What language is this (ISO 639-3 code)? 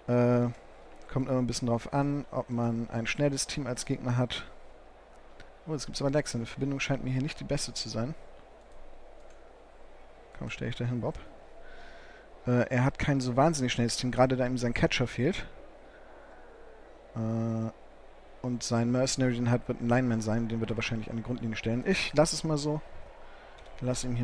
deu